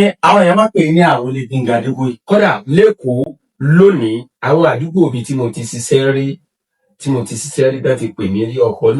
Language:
Yoruba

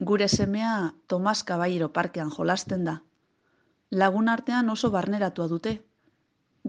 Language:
Basque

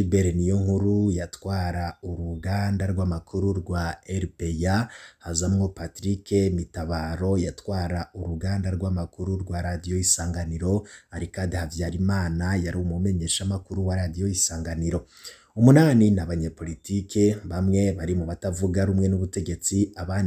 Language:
Rundi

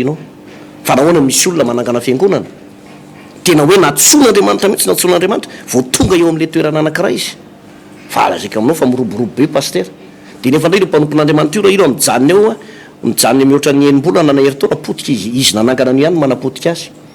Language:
Malagasy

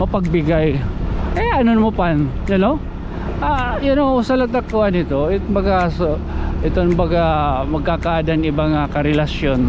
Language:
Waray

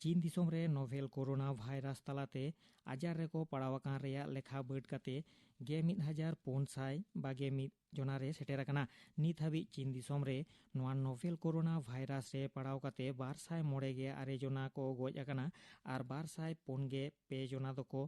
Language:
Santali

